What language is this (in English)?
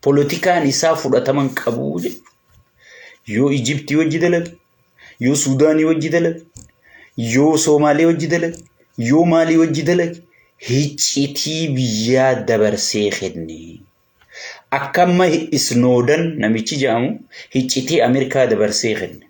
Oromo